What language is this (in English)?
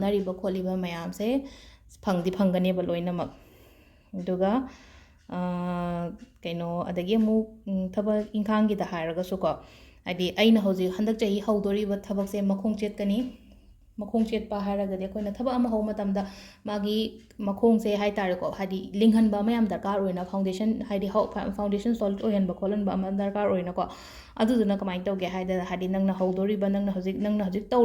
Manipuri